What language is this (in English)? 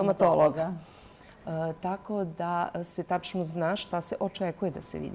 Serbian